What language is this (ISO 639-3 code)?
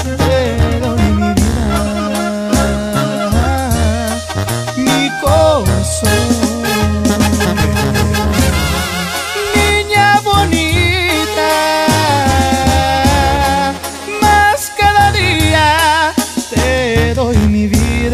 spa